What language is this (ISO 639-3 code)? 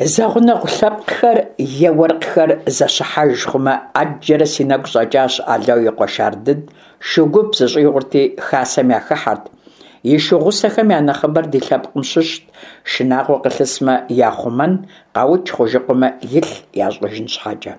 kbd